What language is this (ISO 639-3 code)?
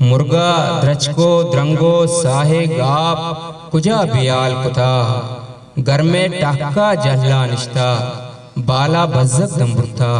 bgp